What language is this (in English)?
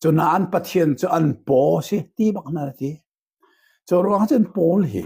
Hakha Chin